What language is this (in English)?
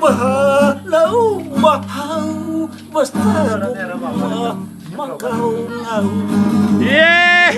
Waray